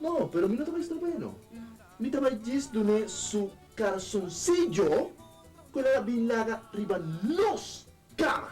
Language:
Papiamento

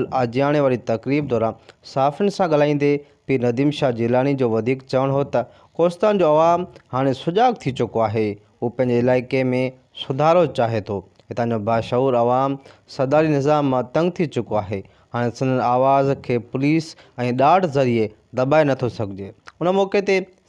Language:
Sindhi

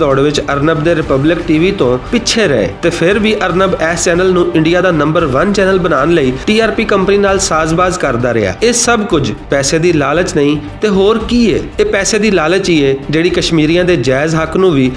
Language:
Western Panjabi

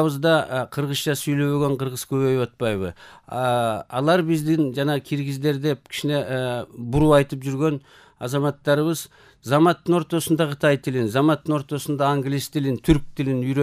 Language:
Kyrgyz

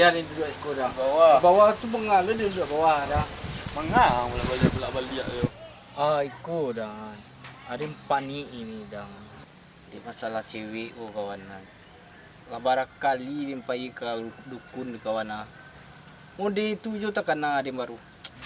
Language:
Minangkabau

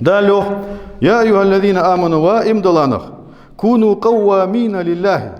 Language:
Ingush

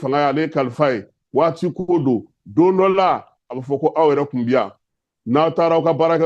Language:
Bambara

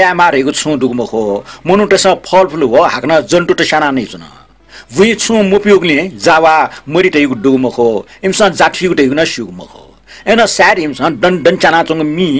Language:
Newari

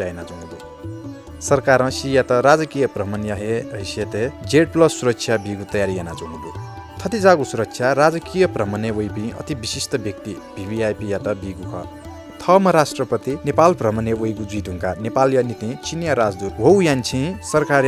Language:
Newari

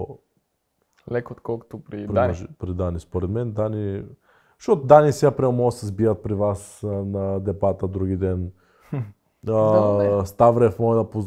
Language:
Bulgarian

